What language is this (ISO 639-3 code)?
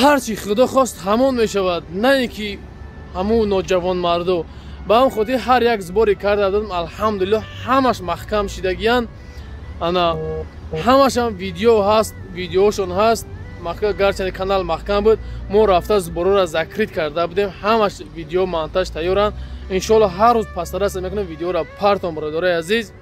tgk